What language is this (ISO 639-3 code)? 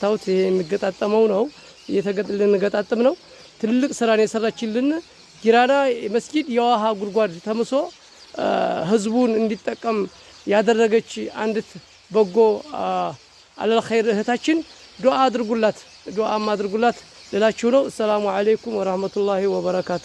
amh